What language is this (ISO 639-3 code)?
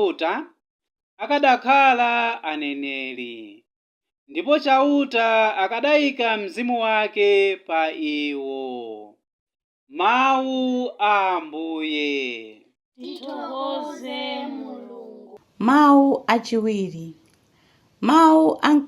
nya